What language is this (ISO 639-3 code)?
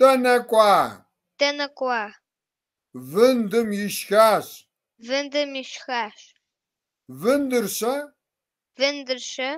kbd